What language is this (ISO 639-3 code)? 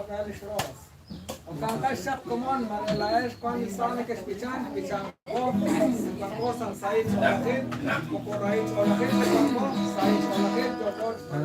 kek